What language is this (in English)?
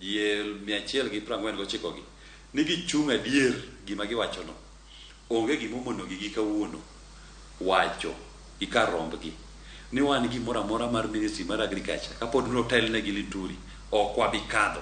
Luo (Kenya and Tanzania)